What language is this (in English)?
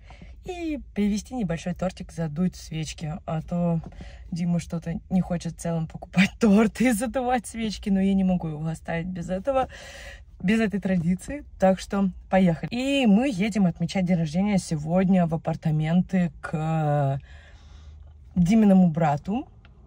Russian